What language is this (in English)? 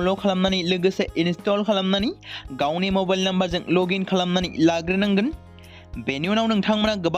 Bodo